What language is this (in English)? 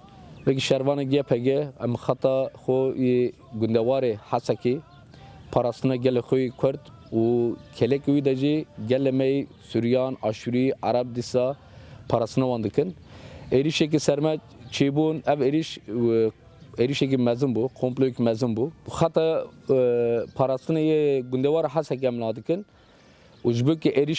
Kurdish